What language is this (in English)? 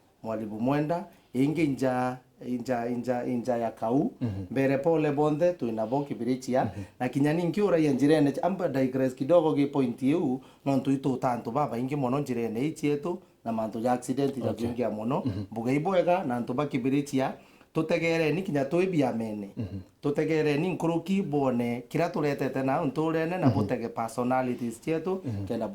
Meru